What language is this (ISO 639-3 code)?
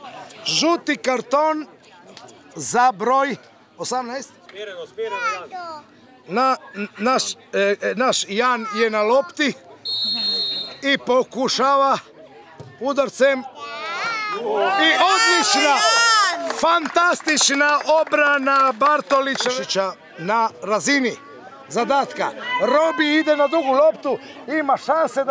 hrv